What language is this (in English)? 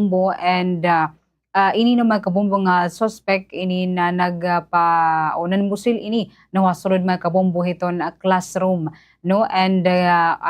Waray